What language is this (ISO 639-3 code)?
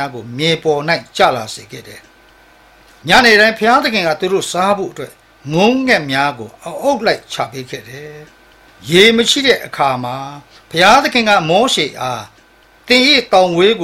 mya